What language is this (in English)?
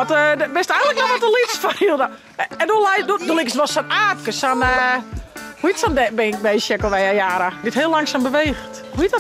Western Frisian